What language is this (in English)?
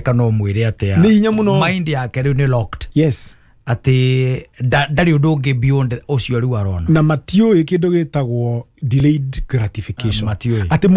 Kikuyu